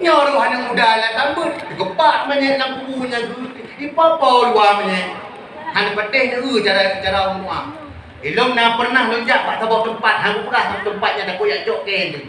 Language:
Achinese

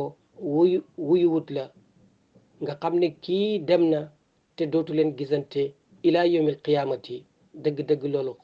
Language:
Wolof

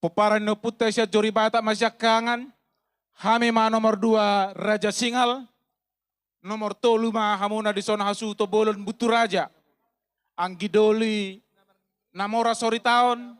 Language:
Batak Toba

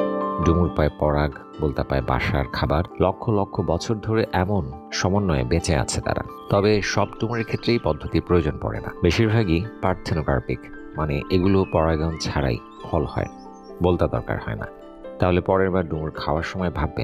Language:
Bangla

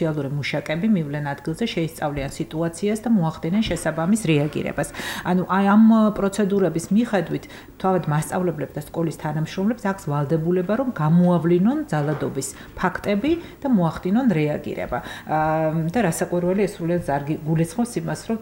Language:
Georgian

